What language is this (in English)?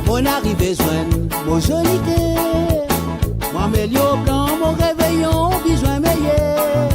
Morisyen